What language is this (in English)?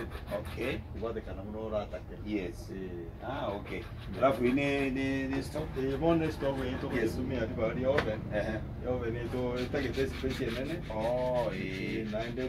Gusii